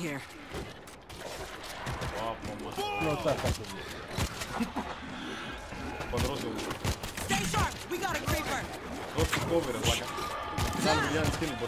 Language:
Greek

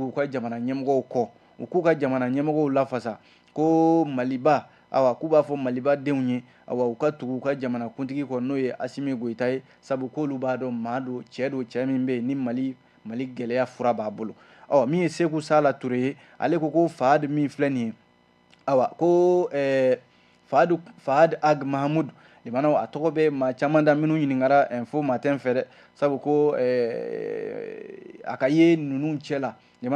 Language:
Bambara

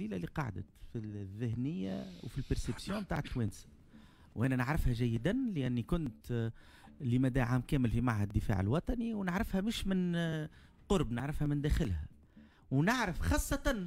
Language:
Tunisian Arabic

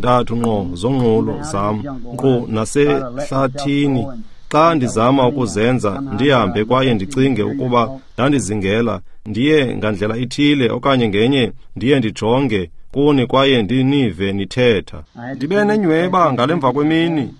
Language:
Xhosa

